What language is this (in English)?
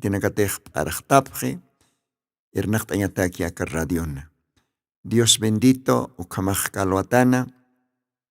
Aymara